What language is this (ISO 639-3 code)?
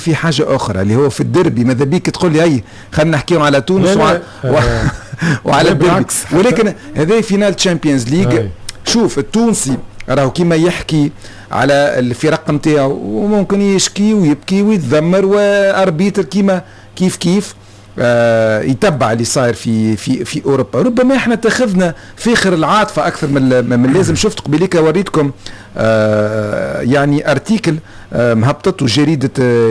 aeb